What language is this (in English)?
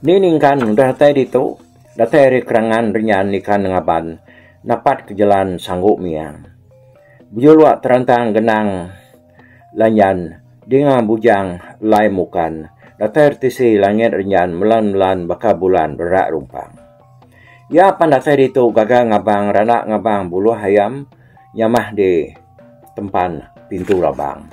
Iban